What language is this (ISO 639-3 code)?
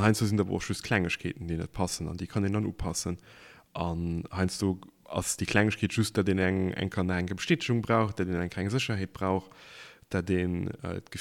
ltz